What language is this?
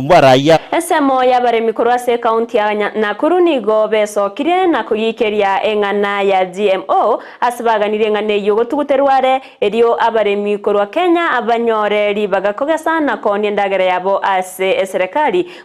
Gusii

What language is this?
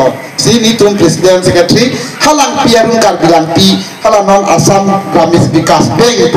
Karbi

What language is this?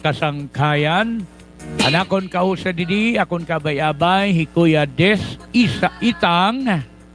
Waray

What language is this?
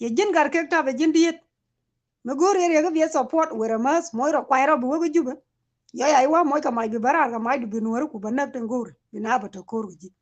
Nuer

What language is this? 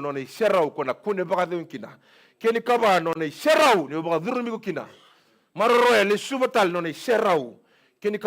Fijian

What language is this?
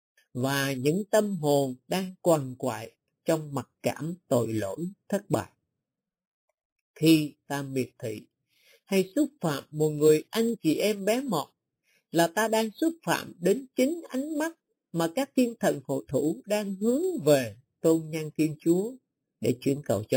Vietnamese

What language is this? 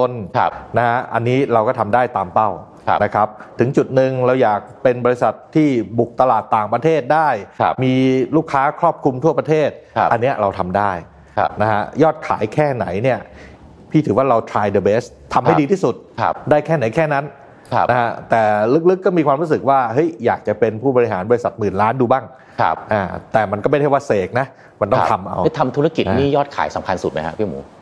Thai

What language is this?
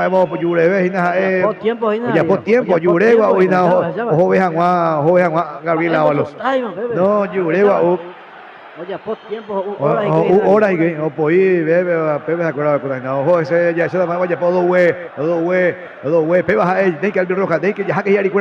Guarani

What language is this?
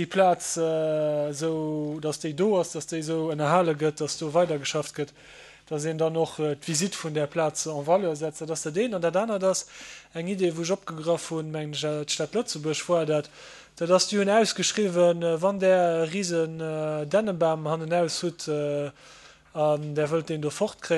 Luxembourgish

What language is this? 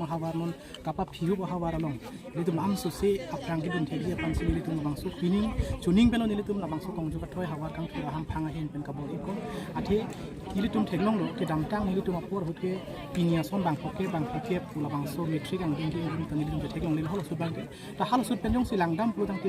Karbi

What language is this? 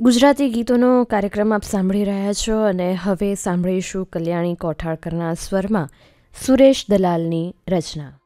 Gujarati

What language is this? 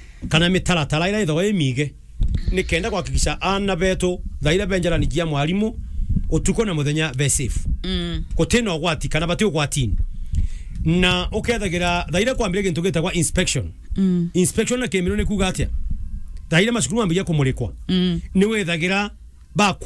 Meru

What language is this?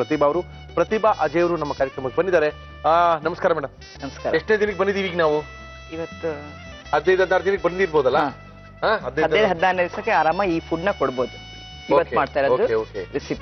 Kannada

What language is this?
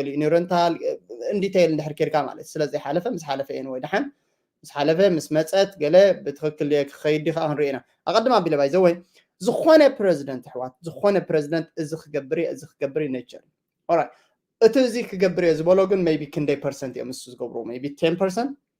Tigrinya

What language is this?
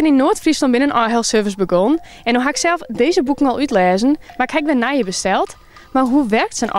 Western Frisian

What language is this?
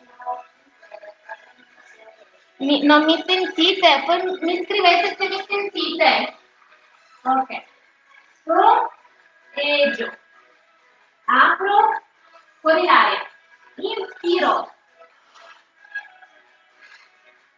Italian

